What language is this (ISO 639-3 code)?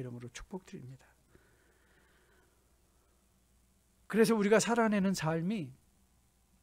kor